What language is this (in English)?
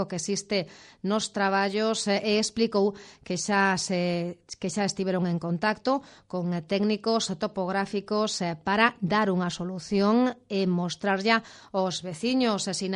Galician